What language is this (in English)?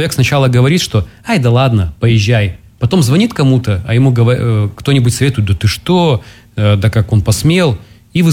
Russian